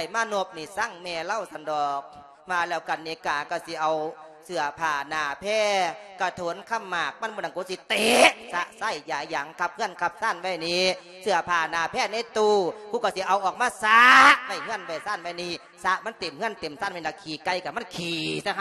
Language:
Lao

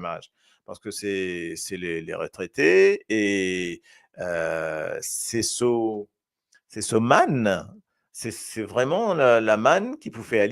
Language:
Morisyen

